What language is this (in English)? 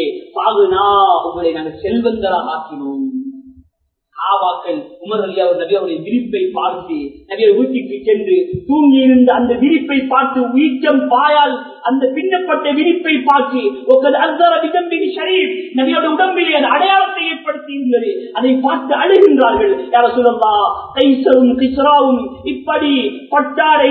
Tamil